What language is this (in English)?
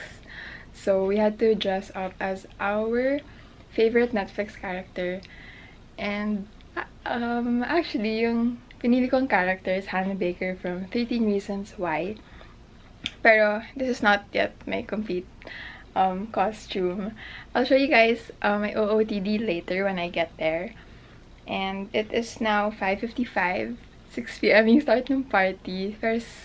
Filipino